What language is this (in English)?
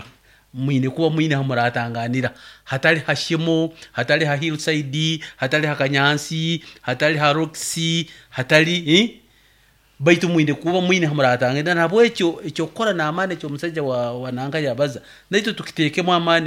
Nyoro